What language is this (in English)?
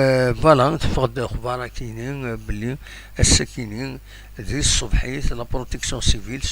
Kabyle